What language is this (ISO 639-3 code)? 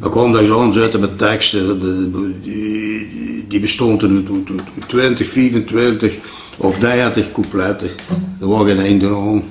lim